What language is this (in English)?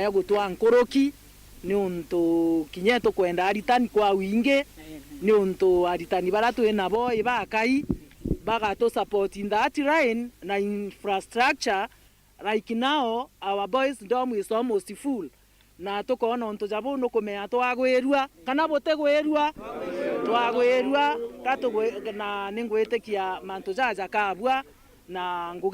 Meru